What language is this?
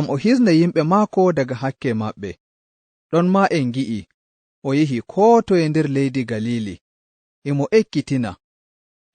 Nigerian Fulfulde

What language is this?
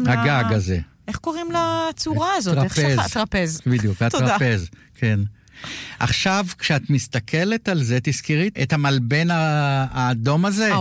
Hebrew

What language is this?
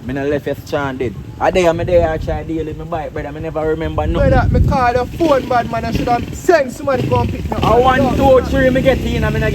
Jamaican Creole English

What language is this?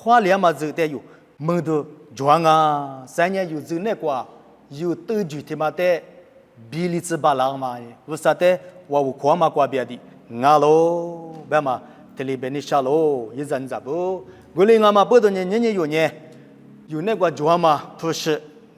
Lisu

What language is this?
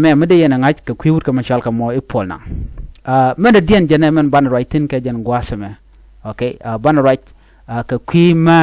Nuer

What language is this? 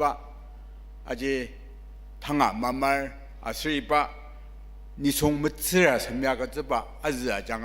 Ao Naga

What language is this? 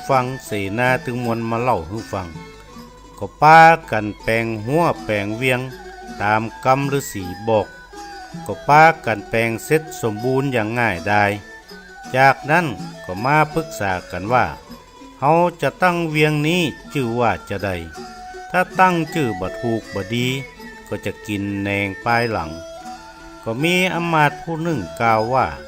Northern Thai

